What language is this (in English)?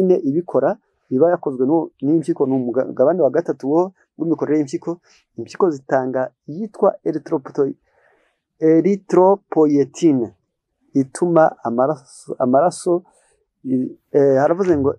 Kinyarwanda